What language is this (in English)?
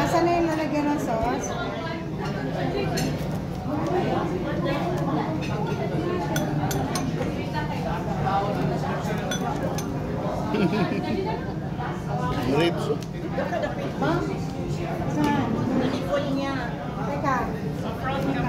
Filipino